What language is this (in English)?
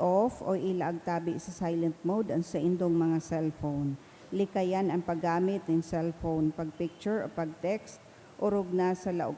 Bikol